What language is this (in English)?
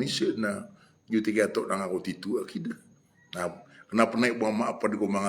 Maranao